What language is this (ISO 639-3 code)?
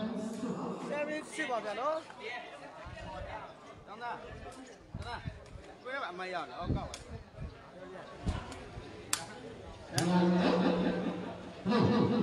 mya